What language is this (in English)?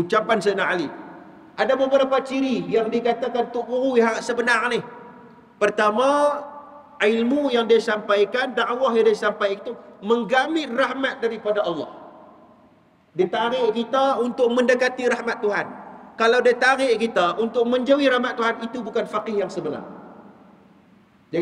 Malay